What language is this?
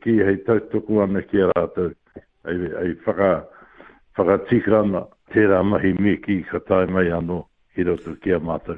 Māori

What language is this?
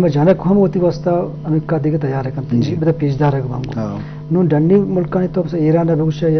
Eastern Balochi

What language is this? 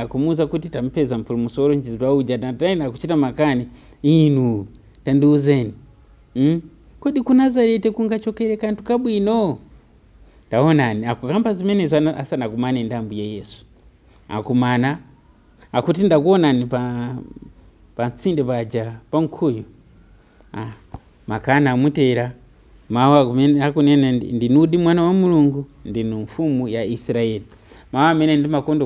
Nyanja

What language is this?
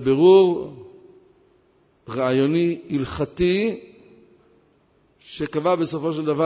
Hebrew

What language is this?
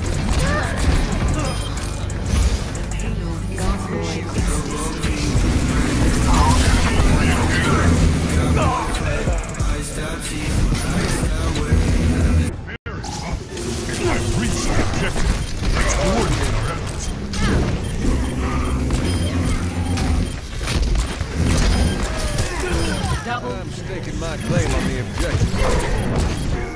English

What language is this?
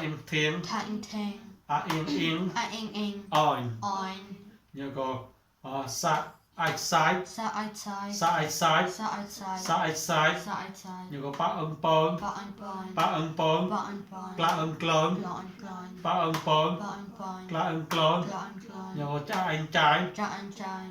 Mon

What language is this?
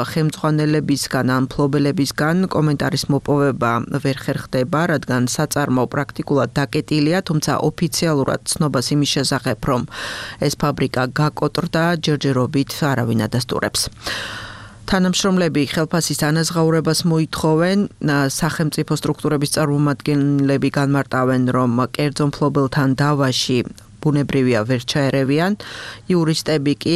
Georgian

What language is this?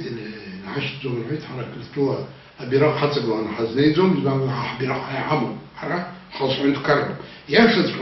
Abkhazian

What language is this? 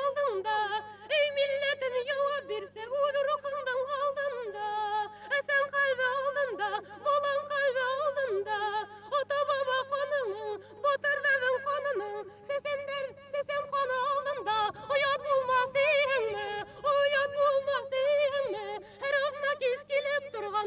Bashkir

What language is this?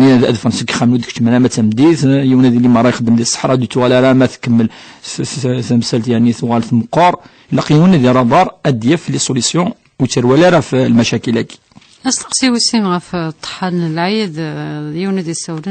Kabyle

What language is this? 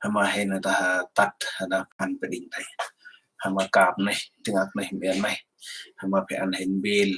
Central Mnong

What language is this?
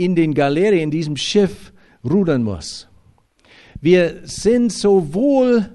German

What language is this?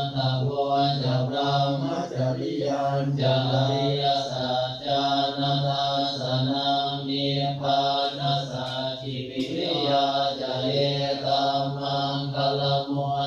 Pali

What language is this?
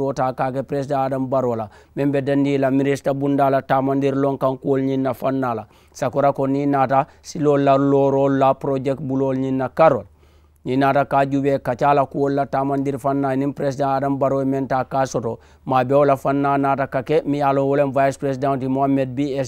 Mandingo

